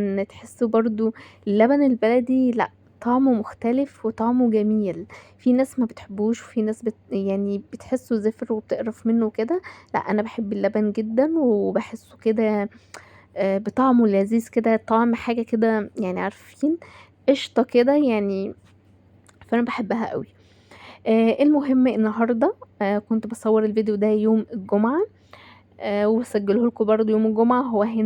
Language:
Egyptian Arabic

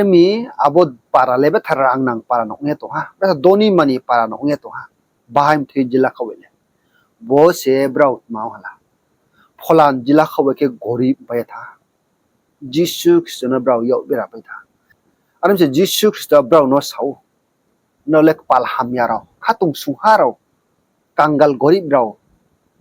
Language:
Riang (India)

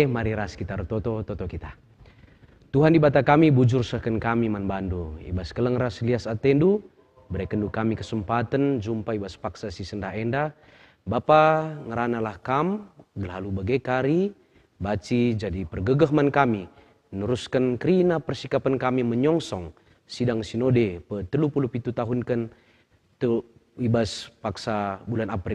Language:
Batak Karo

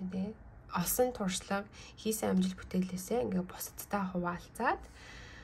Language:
Mongolian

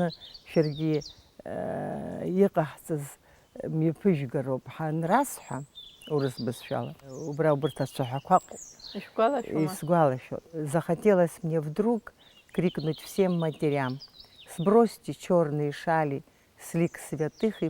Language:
Abkhazian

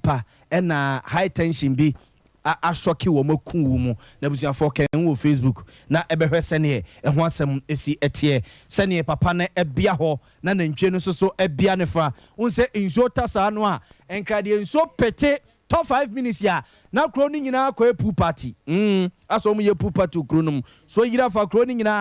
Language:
Akan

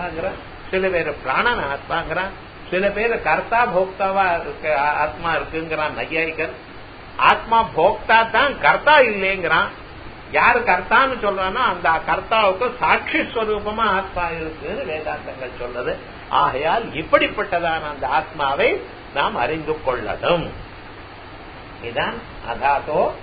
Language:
Tamil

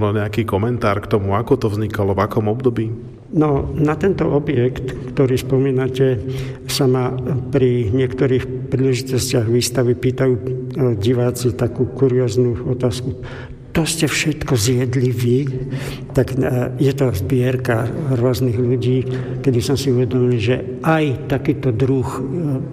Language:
Slovak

